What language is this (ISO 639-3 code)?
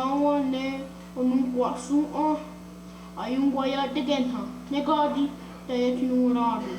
moh